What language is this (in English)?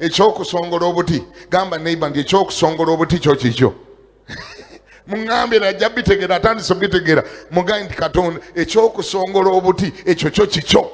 Ganda